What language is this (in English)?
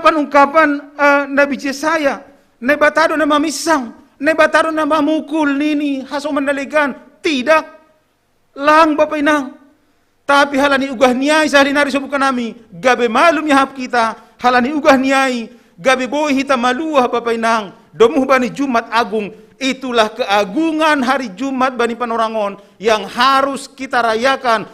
Batak Simalungun